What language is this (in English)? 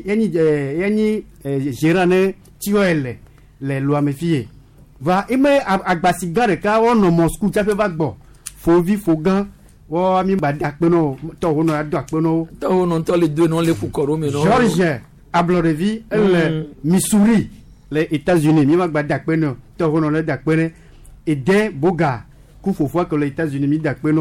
Gen